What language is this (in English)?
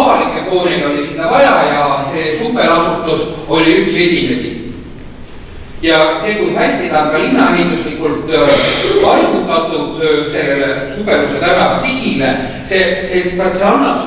Estonian